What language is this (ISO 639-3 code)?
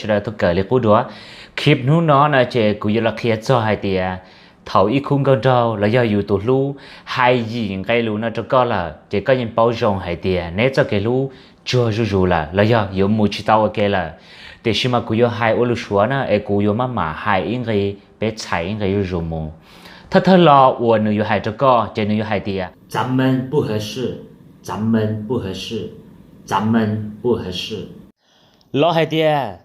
hmn